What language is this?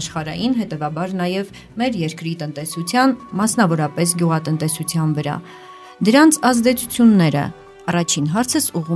Armenian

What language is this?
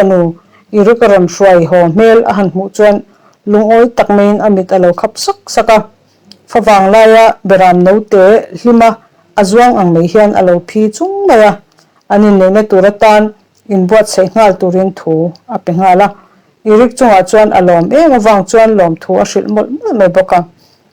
Mizo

